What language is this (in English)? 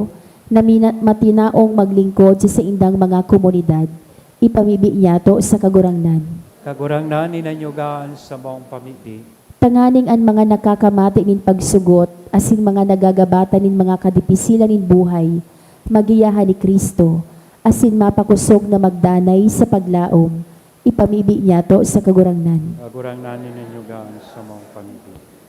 Bikol